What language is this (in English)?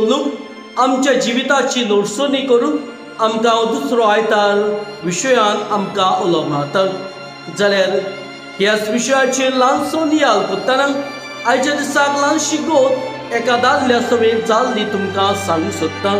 Konkani